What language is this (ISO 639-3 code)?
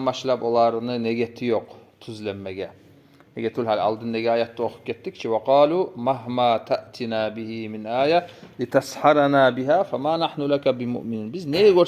kum